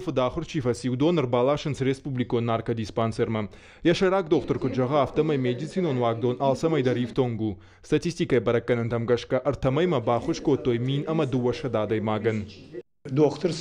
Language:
Ossetic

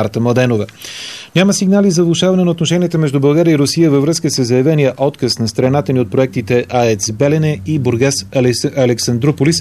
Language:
Bulgarian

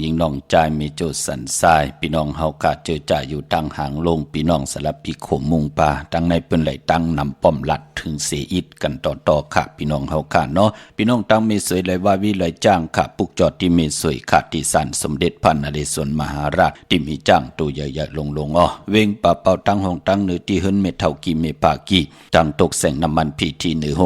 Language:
Shan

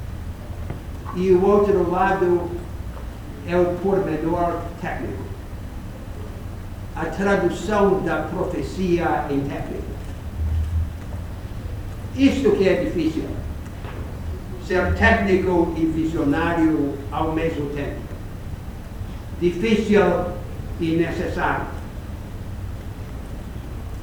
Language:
Portuguese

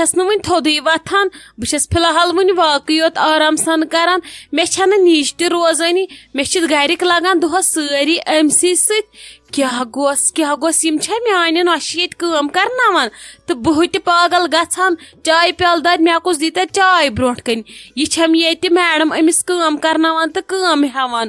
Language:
Kashmiri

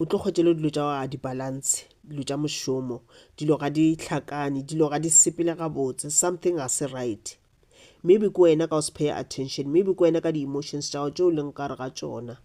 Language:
Northern Sotho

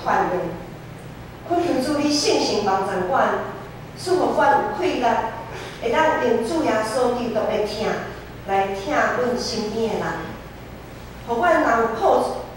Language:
Min Nan Chinese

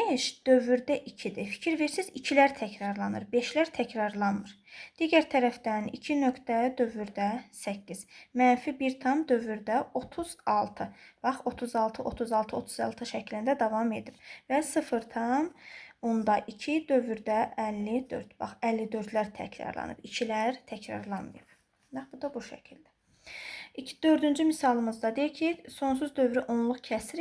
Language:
Azerbaijani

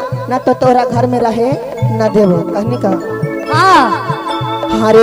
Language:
Magahi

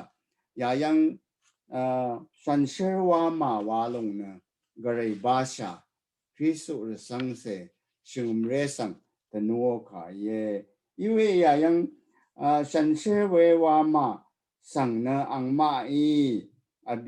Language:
Rawang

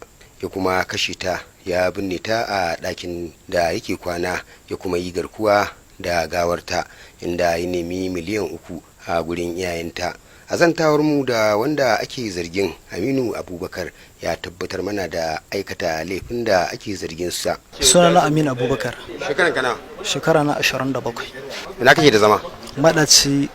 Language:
Hausa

